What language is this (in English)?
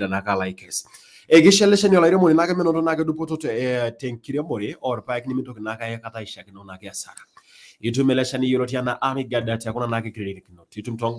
Masai